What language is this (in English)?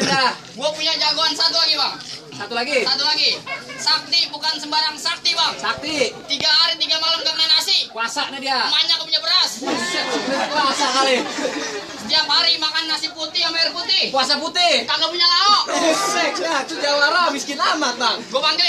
Betawi